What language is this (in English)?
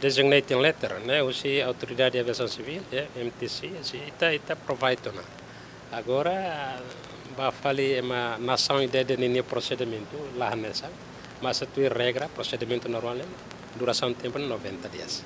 Tetum